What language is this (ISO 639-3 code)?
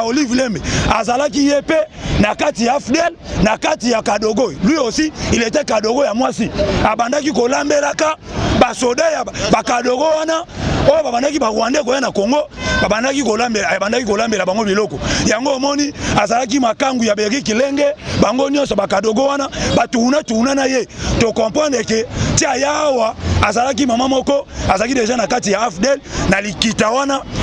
lin